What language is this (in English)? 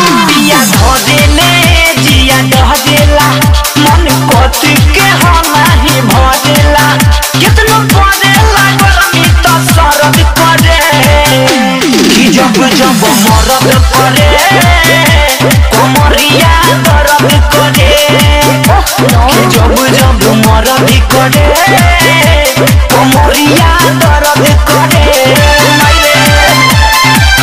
Bhojpuri